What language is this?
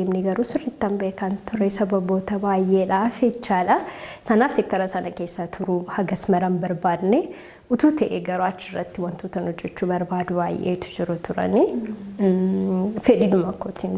Oromo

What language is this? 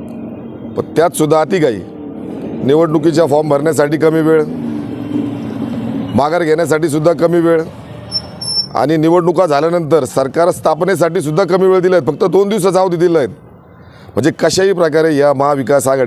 Marathi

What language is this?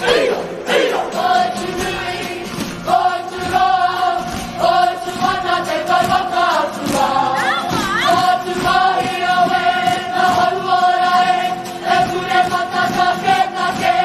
Māori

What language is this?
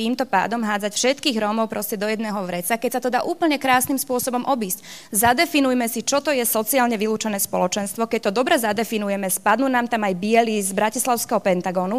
Slovak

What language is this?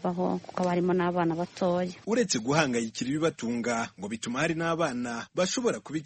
Kinyarwanda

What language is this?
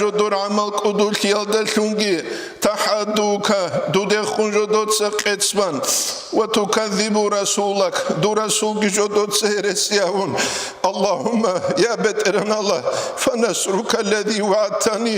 Avaric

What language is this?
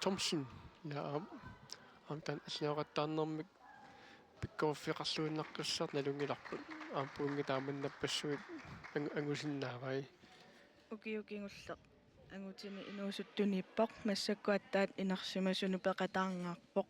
Kalaallisut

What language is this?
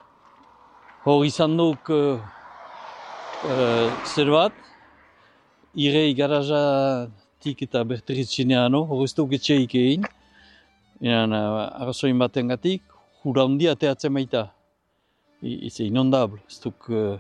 Basque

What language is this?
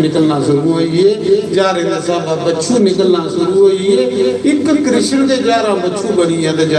Dogri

